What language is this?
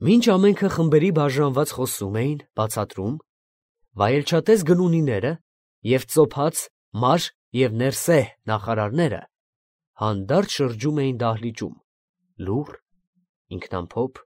Armenian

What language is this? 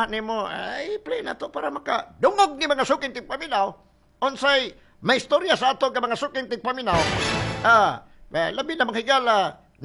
Cebuano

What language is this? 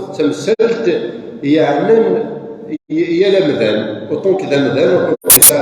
Kabyle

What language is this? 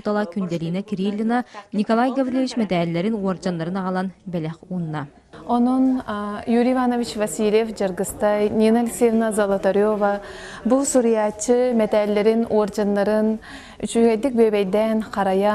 Yakut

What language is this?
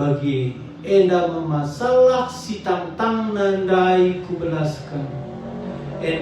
Batak Karo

